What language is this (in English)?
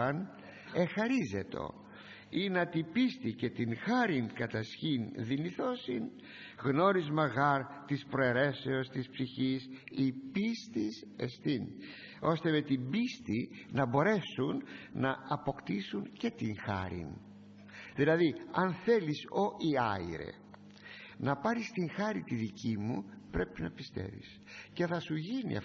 Greek